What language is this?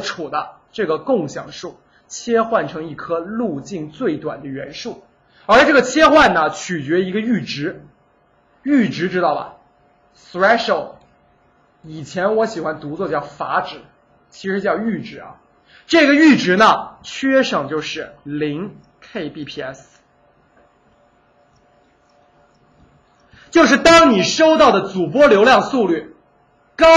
Chinese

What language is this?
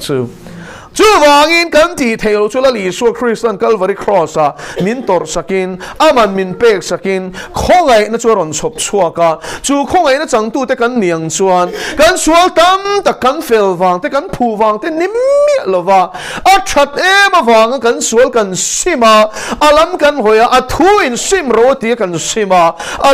Mizo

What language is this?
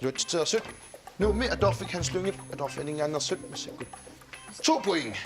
Kalaallisut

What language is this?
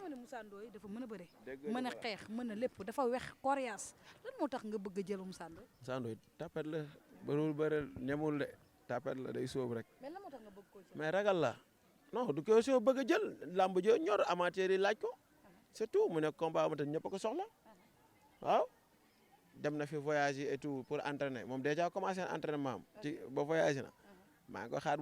Wolof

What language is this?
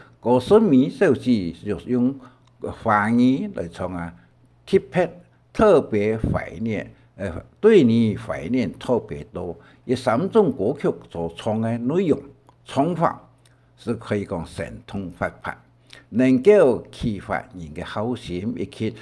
Hakka Chinese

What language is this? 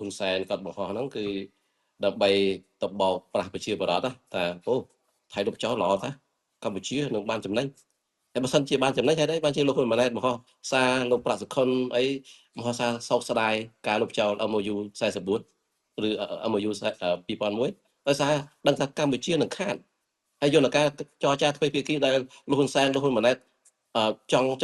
Khmer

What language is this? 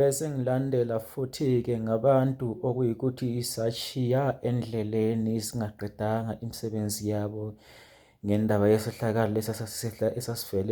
Zulu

